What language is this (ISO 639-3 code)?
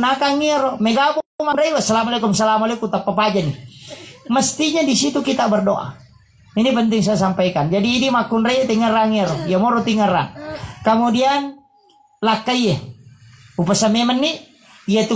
bug